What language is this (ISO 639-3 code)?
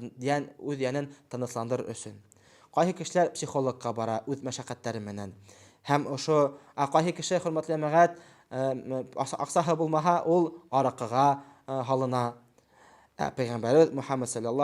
bak